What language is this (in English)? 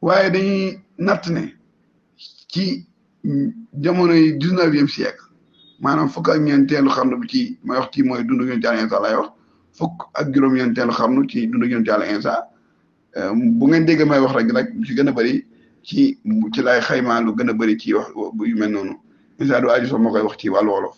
Wolof